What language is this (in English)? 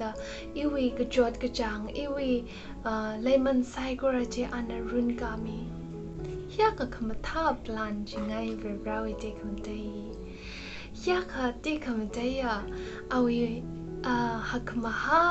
Tangkhul Naga (India)